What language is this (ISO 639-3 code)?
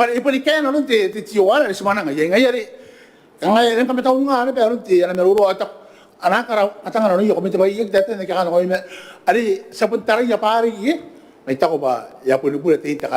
gil